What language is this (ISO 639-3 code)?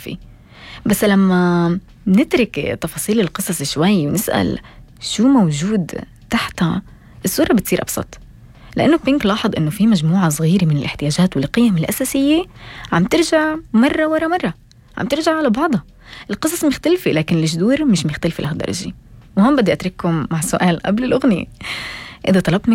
apc